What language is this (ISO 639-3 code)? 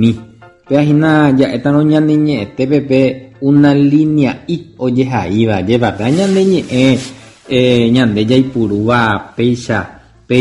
grn